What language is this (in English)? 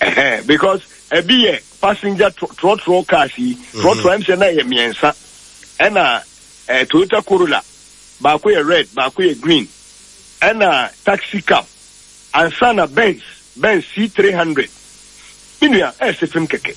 Akan